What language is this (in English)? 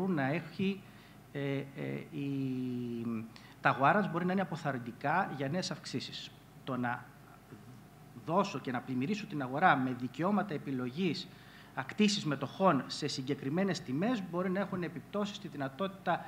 Greek